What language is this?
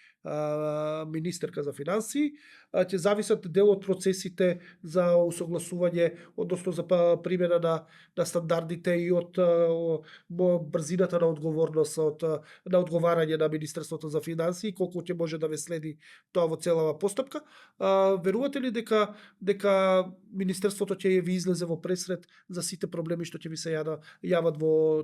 Macedonian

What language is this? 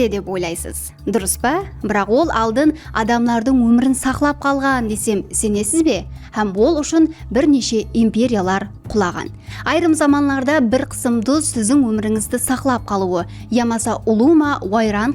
Kara-Kalpak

